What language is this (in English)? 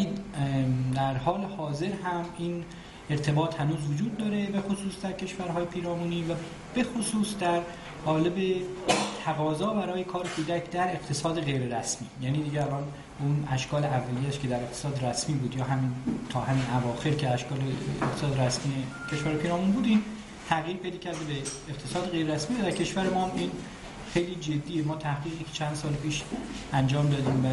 Persian